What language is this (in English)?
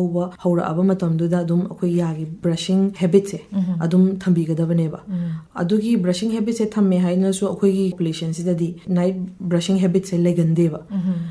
Manipuri